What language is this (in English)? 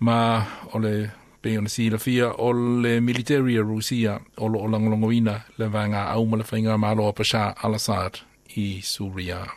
Samoan